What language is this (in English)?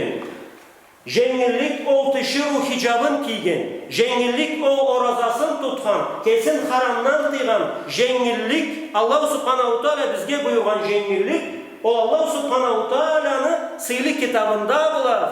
Karachay-Balkar